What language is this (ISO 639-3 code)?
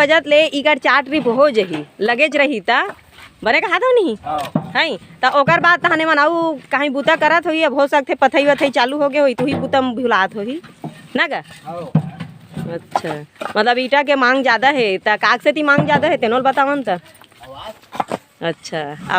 hne